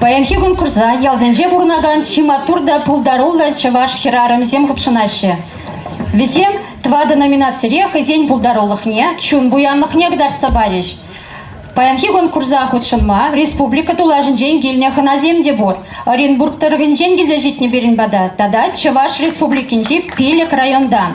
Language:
Chuvash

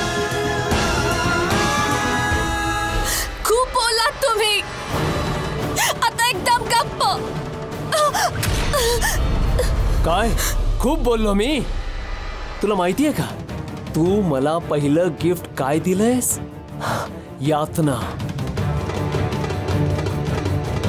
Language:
Marathi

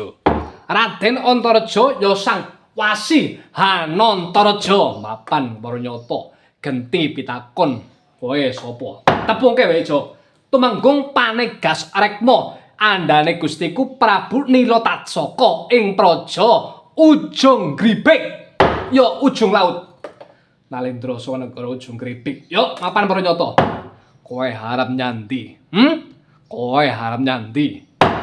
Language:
Javanese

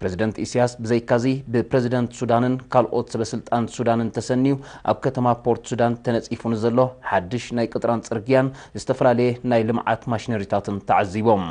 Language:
Tigrinya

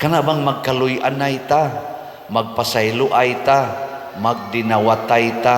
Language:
Cebuano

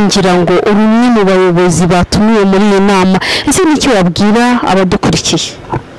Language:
Kinyarwanda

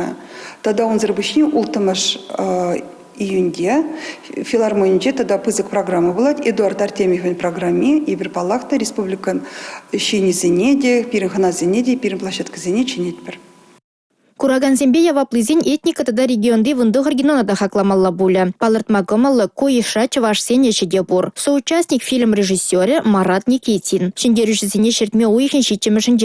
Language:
Chuvash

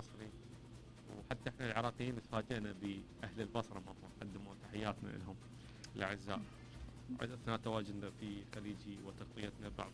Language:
Mesopotamian Arabic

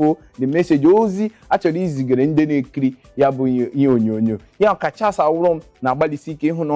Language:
Igbo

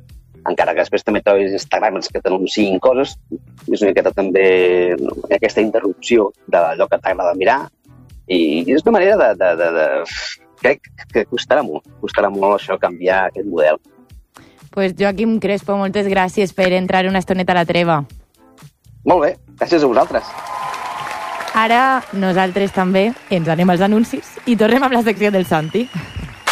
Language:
Catalan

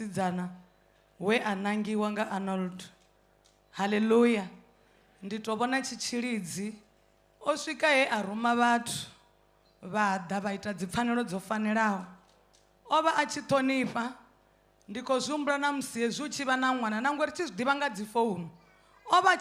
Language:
Venda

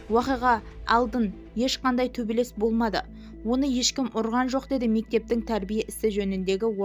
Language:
Kazakh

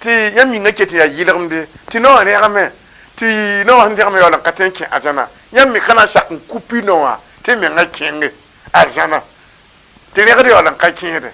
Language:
Mossi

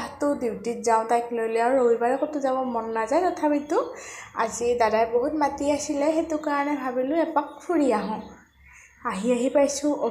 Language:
Assamese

